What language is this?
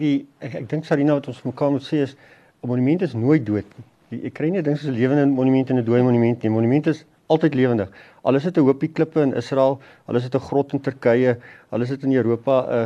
Afrikaans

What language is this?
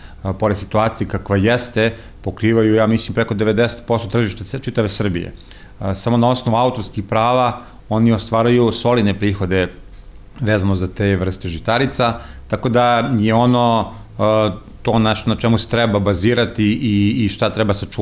Serbian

